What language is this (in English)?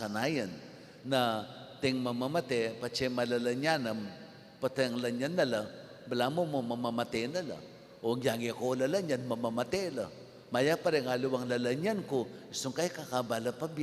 Pampanga